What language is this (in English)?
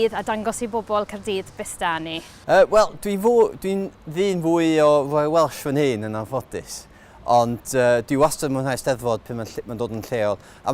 Welsh